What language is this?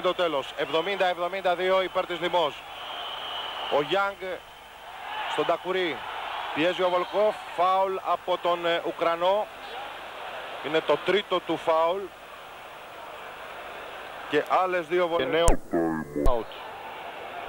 Greek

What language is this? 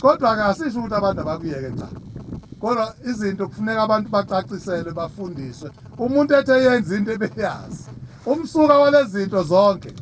Zulu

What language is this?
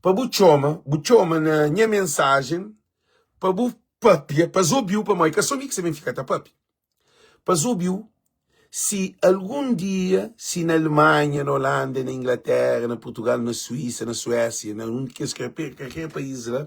Kabuverdianu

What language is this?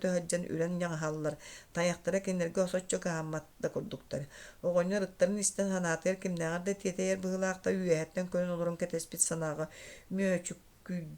Yakut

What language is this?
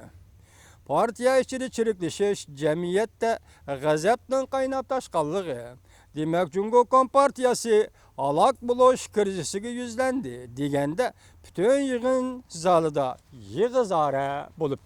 Uyghur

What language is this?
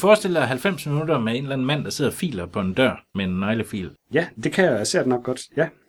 Danish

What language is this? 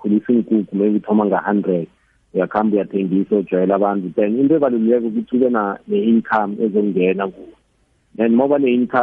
South Ndebele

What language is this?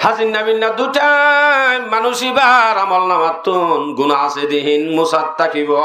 Rohingya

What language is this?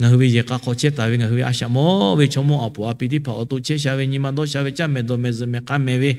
Lahu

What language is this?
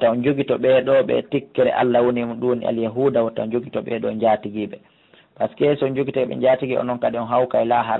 Pular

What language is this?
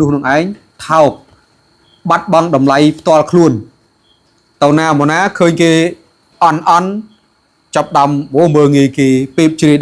Khmer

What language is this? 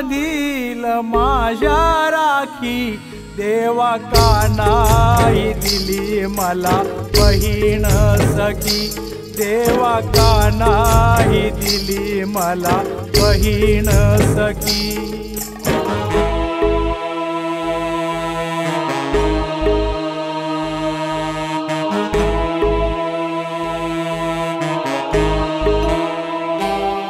Marathi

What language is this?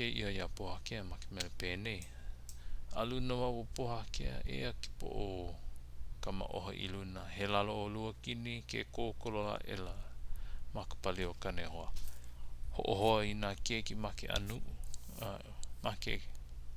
Hawaiian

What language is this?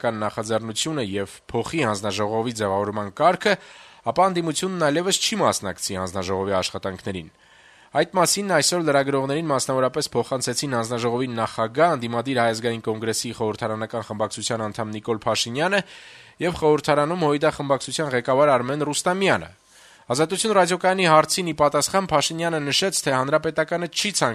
Armenian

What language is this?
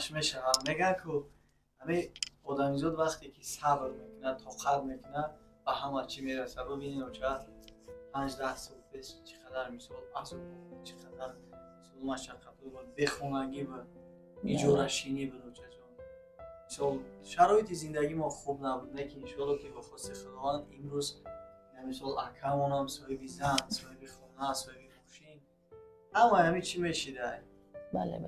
Tajik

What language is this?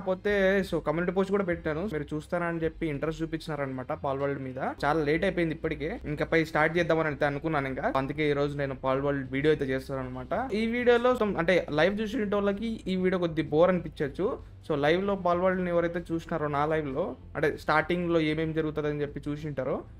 Telugu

